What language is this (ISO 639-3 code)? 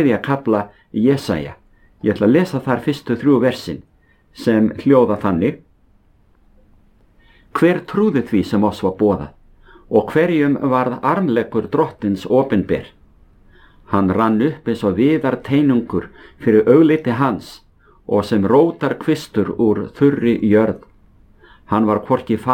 isl